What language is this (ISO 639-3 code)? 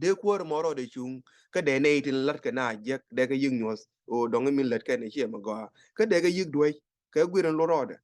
nus